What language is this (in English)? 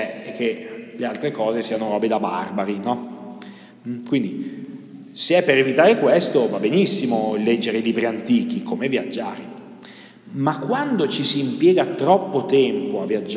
Italian